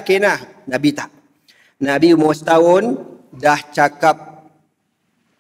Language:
Malay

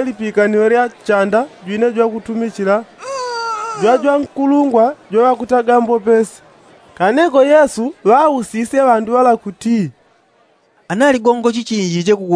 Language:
Yao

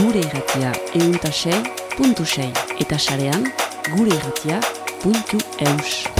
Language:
Basque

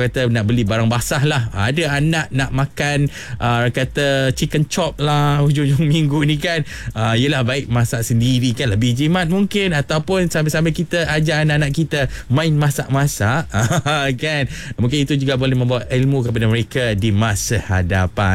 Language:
Malay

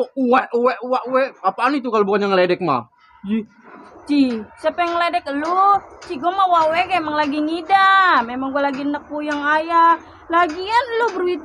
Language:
Betawi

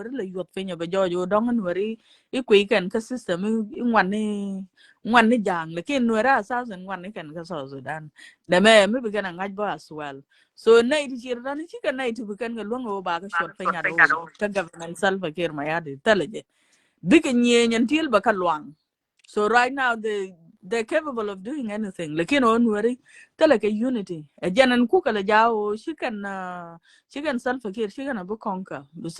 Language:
Nuer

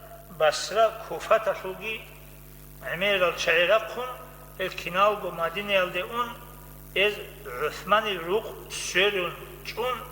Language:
Avaric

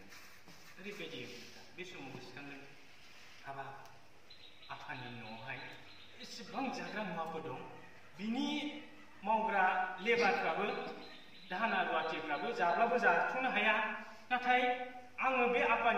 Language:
Bodo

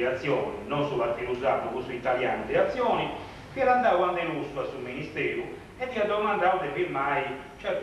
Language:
Sardinian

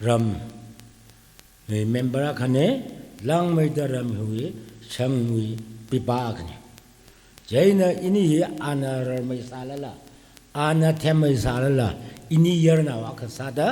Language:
Tangkhul Naga (India)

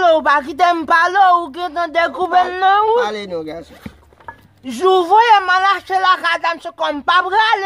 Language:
Haitian Creole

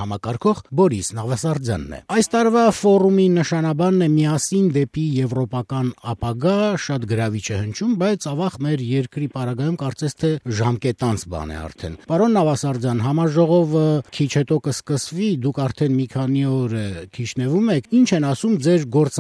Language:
Armenian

